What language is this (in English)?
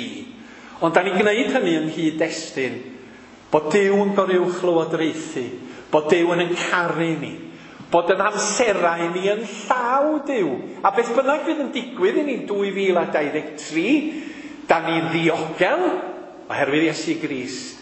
Welsh